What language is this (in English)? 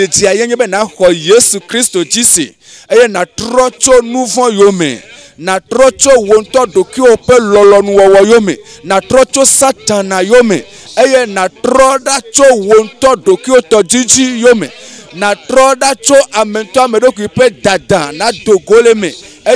Ewe